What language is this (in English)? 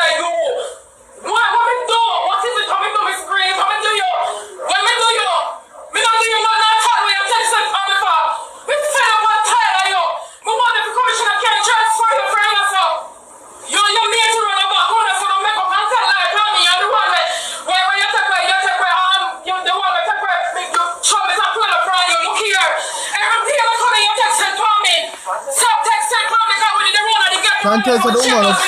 Jamaican Creole English